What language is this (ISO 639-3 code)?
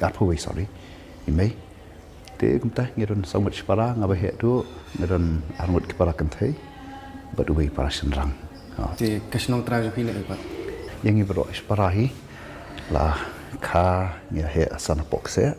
kha